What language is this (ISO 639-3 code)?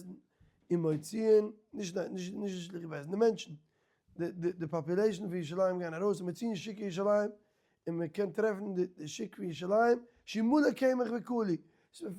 yid